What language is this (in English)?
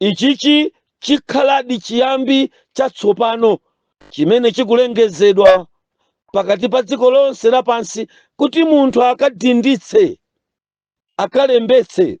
Nyanja